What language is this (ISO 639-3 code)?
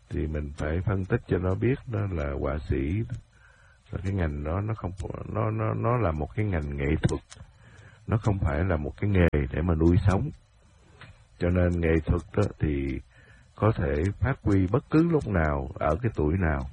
vie